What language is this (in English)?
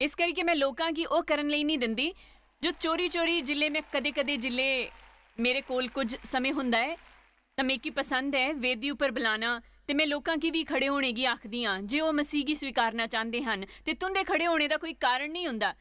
Dogri